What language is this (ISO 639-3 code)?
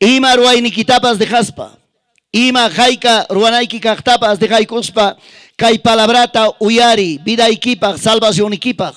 quy